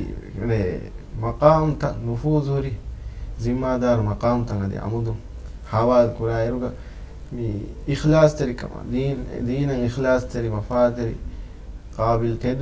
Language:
Divehi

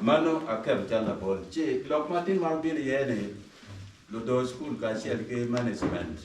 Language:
Acoli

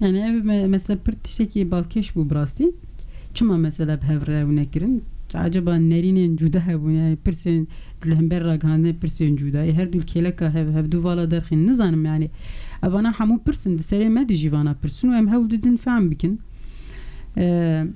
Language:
Kurdish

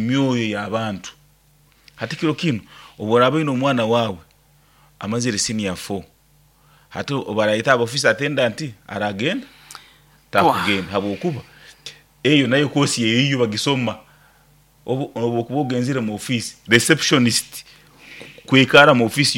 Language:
Nyoro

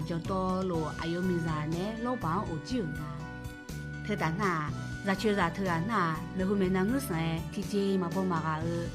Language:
Akha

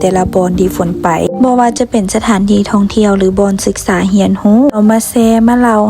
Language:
Lao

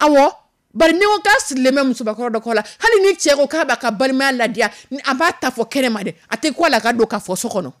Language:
Dyula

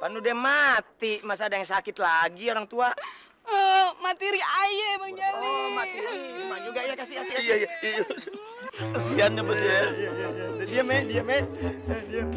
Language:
Betawi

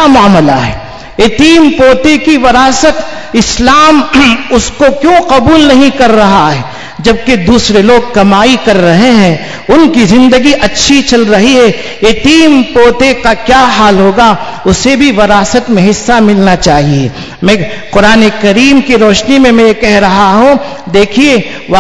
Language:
Urdu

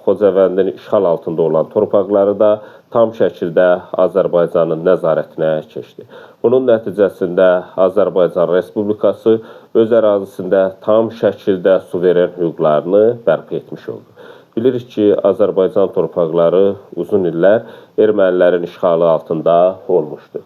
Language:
Azerbaijani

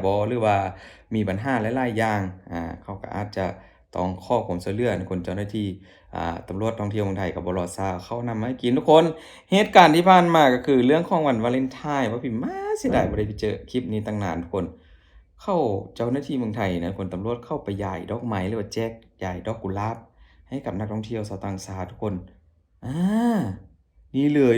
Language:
Lao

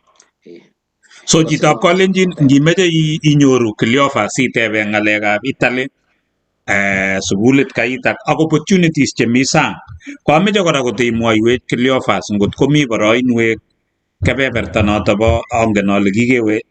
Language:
Kalenjin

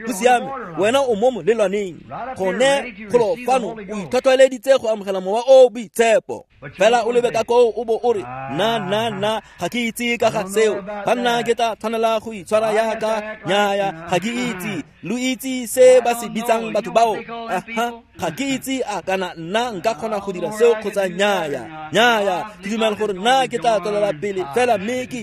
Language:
Tswana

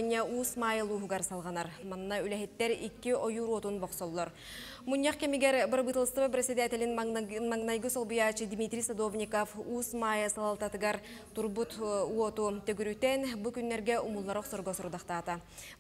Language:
Yakut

